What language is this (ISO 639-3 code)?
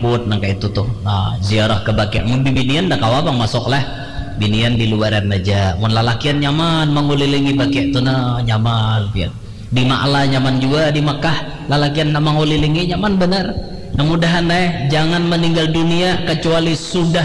bjn